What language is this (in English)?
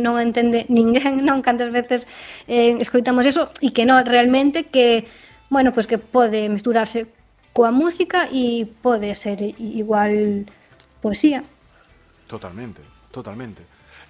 Galician